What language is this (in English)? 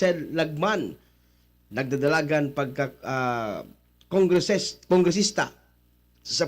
Bikol